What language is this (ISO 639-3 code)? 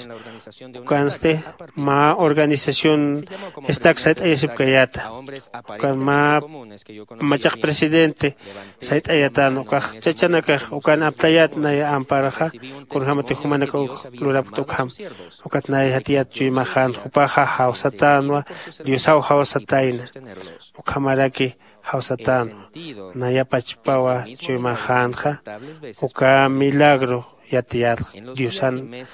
aym